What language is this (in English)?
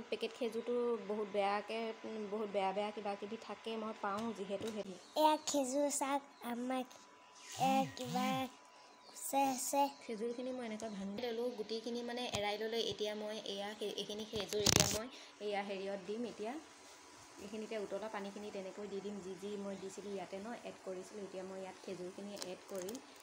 Assamese